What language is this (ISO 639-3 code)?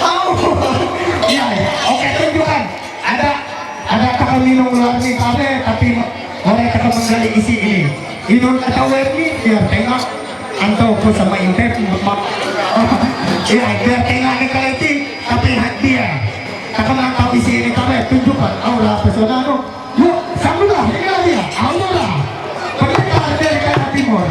mhy